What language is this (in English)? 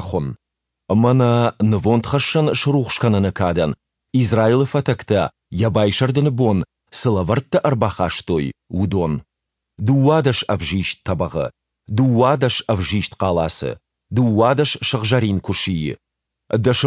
Ossetic